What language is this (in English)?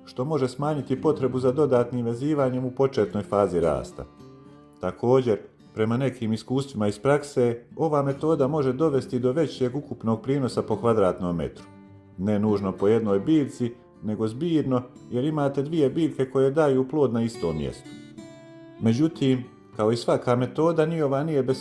Bosnian